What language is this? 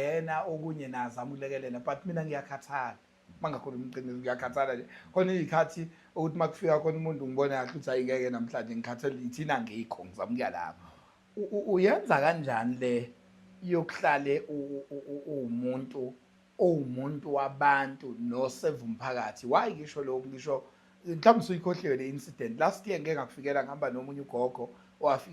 Zulu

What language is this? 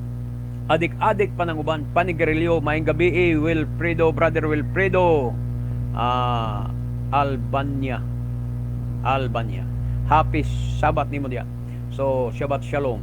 Cebuano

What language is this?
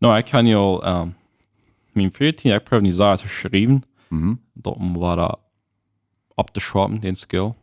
Plautdietsch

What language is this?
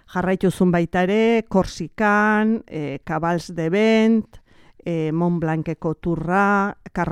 Basque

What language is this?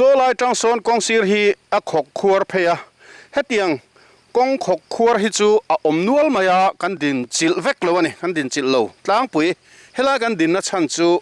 Mizo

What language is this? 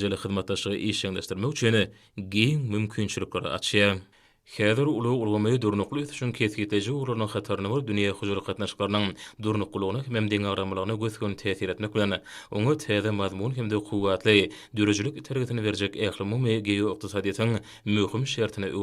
Turkmen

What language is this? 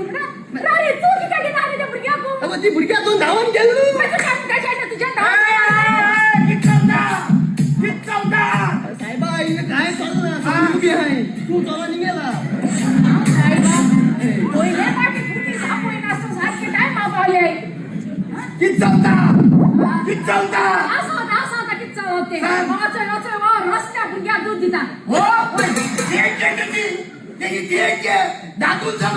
Konkani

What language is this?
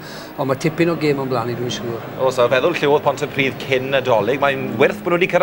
Welsh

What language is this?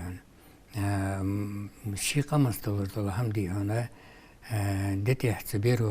Ingush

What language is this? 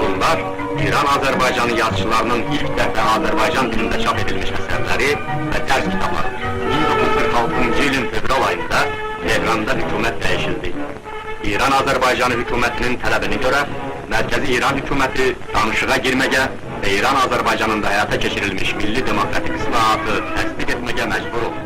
South Azerbaijani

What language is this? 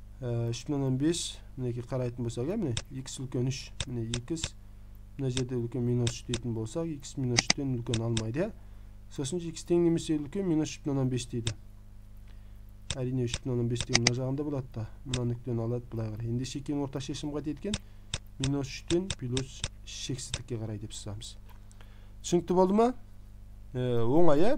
Kazakh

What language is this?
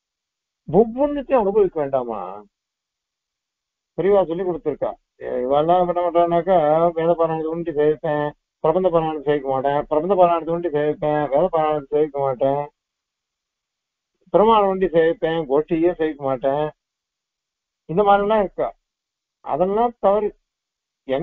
Tamil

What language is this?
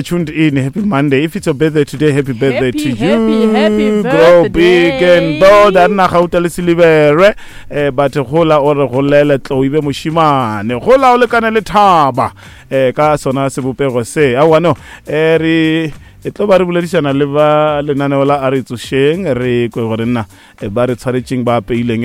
Northern Sotho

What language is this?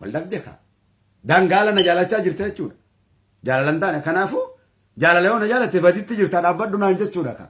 Oromo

